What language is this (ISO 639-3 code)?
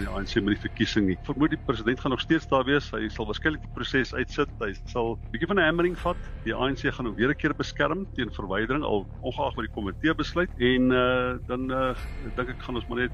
afr